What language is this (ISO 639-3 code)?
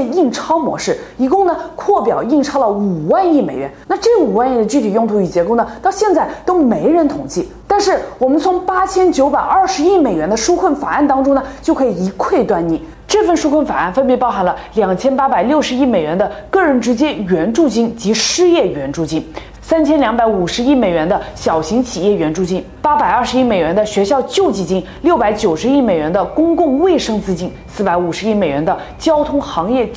zho